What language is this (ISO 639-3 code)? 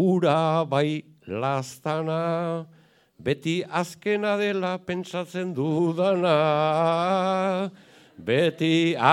eus